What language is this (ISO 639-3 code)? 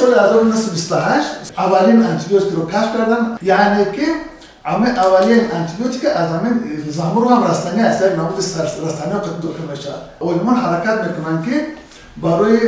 tgk